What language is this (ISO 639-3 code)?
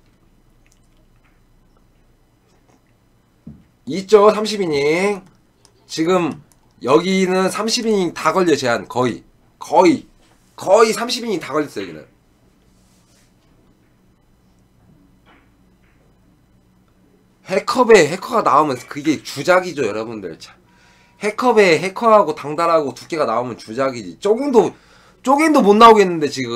kor